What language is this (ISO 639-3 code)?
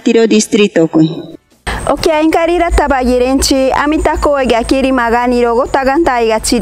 mcb